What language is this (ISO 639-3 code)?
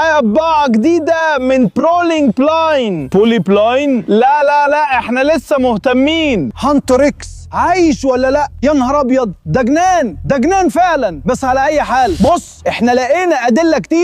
arz